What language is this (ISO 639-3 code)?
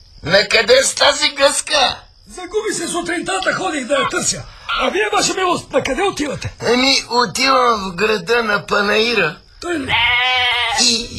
bul